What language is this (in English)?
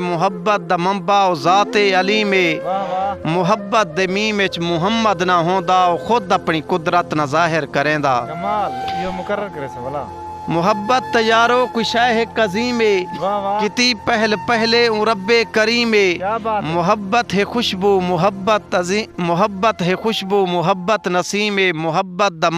Saraiki